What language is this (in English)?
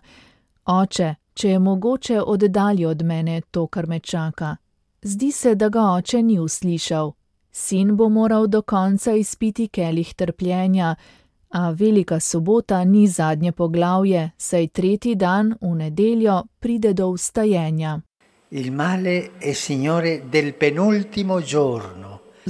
Slovenian